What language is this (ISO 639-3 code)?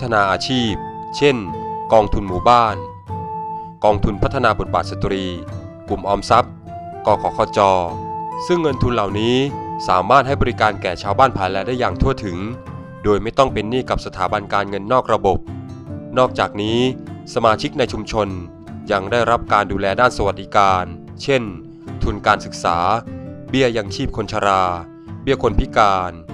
tha